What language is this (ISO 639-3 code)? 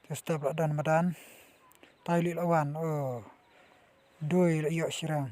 kha